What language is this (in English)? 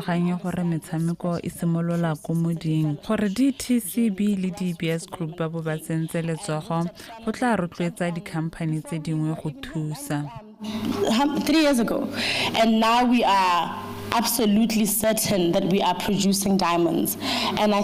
Tswana